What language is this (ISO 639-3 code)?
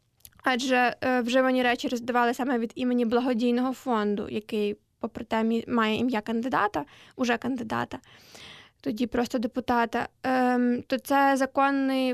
ukr